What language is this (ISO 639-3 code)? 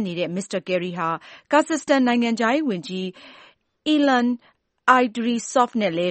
mya